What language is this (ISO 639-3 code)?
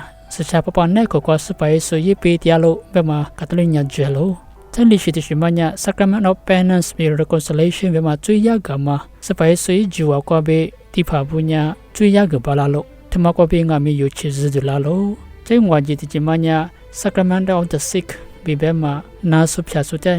lis